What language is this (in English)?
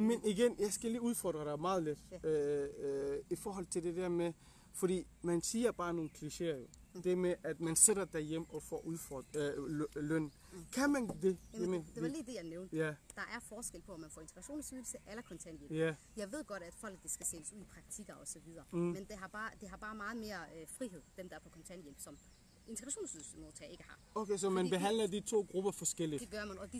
Danish